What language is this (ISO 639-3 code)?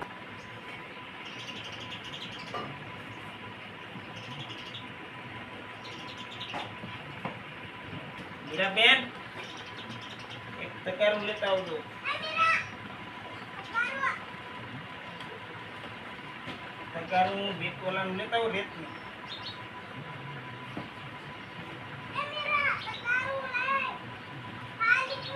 guj